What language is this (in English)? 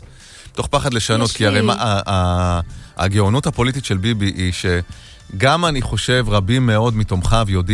Hebrew